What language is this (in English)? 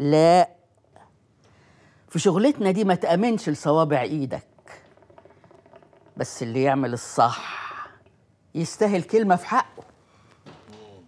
Egyptian Arabic